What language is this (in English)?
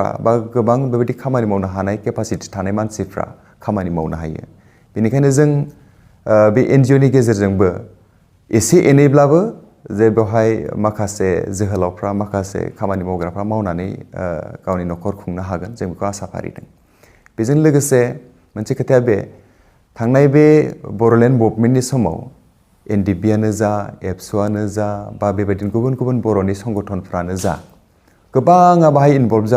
Bodo